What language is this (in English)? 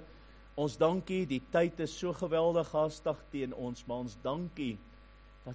Afrikaans